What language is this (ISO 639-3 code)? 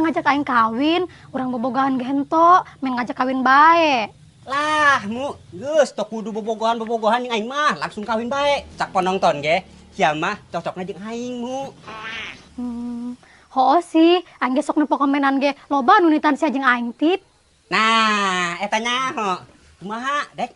sun